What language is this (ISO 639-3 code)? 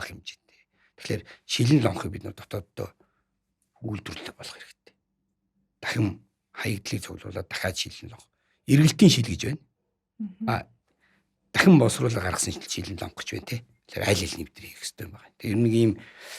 mon